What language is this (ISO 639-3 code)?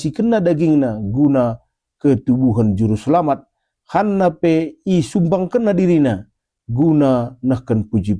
btx